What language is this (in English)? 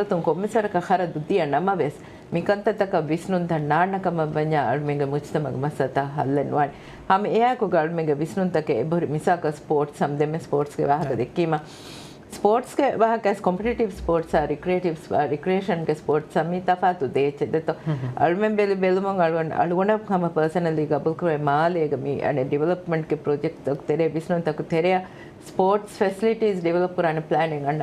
Divehi